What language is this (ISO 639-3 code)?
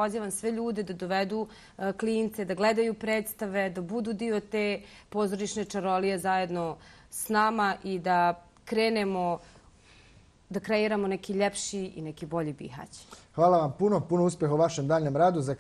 bos